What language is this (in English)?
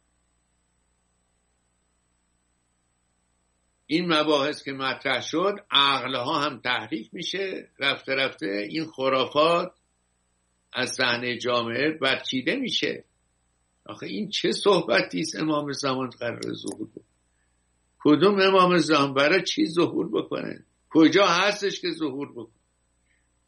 Persian